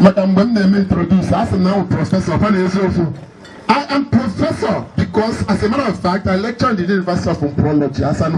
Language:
Igbo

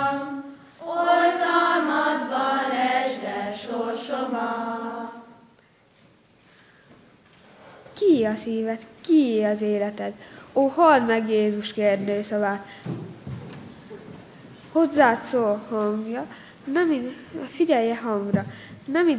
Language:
Hungarian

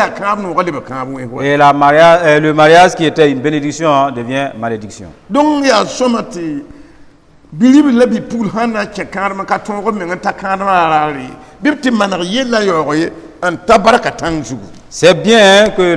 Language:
Mossi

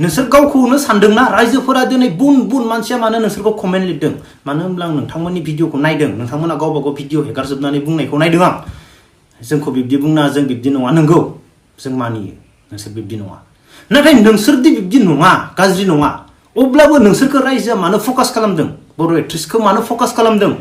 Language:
Bodo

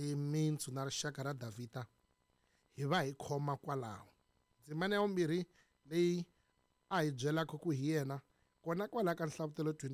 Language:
Tsonga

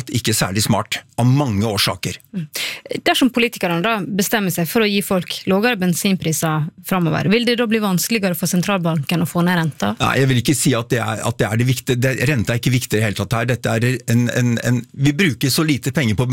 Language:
Norwegian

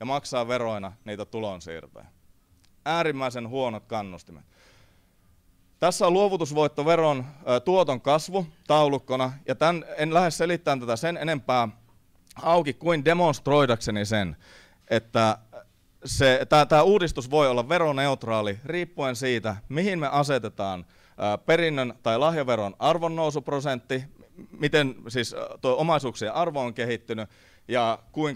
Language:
Finnish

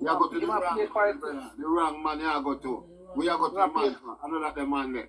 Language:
Jamaican Creole English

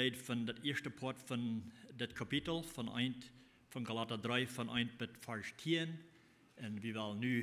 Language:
Plautdietsch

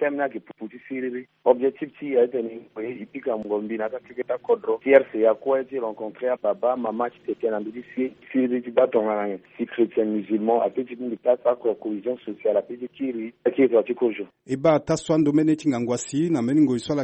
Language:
Sango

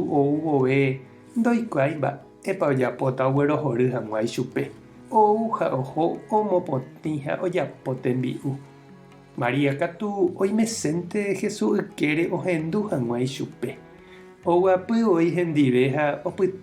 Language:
Guarani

